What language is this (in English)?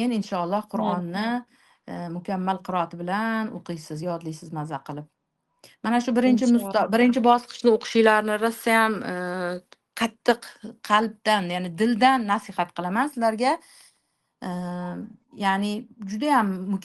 Uzbek